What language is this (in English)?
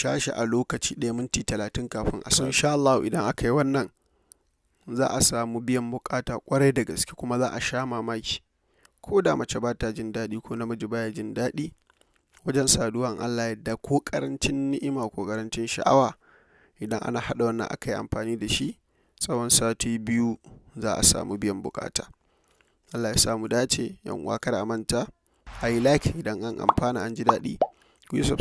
Hausa